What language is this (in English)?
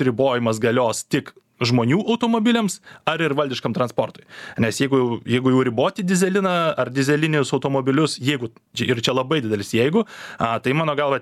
Lithuanian